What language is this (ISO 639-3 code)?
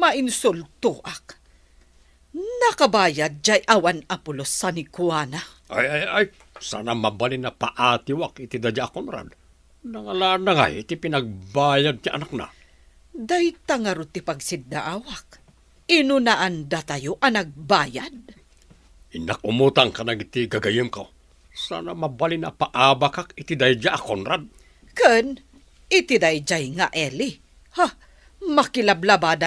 ilo